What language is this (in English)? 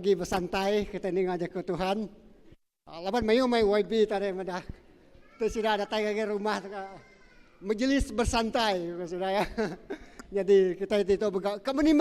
Iban